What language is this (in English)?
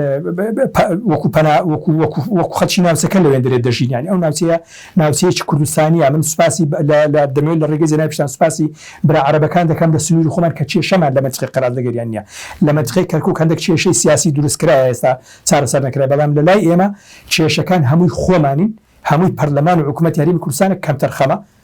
Central Kurdish